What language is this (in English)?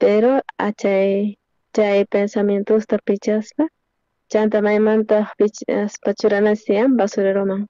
South Bolivian Quechua